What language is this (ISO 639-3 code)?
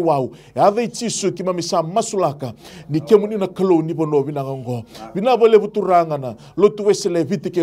fij